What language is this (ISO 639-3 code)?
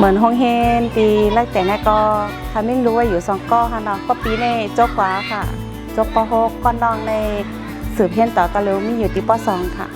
shn